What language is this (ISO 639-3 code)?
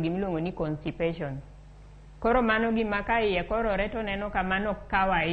luo